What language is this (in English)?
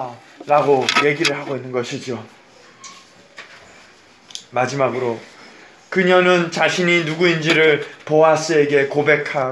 Korean